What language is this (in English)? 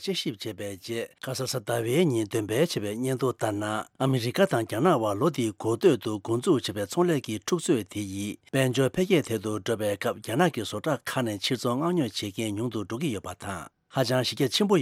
Tibetan